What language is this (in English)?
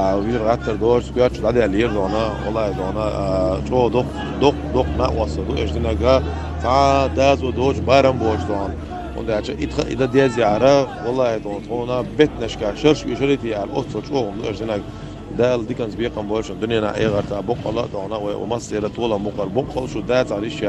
Chechen